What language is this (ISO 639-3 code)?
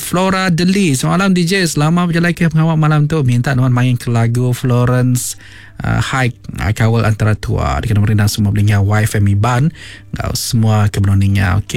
iba